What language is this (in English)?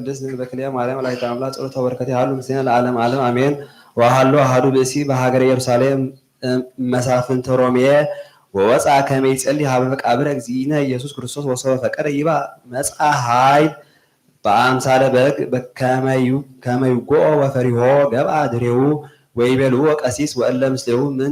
Geez